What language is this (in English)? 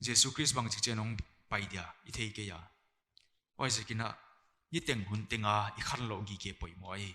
Paite Chin